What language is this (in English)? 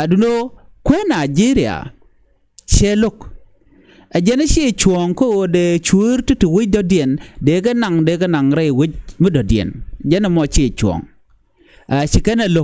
Nuer